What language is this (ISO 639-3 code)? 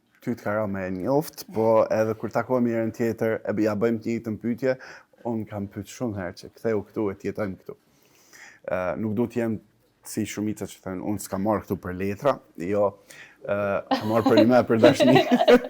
sqi